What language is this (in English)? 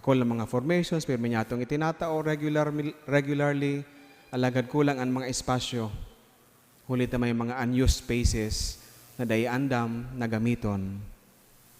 Bikol